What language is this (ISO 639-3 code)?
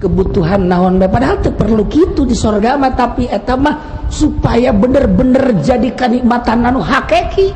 sun